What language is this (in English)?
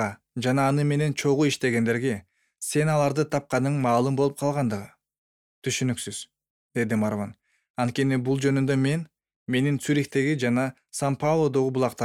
Kyrgyz